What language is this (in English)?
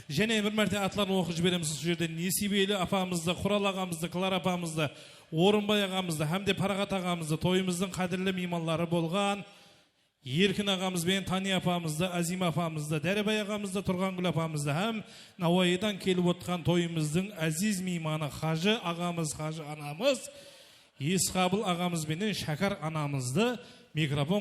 Kara-Kalpak